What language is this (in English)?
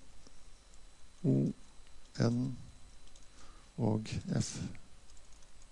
Norwegian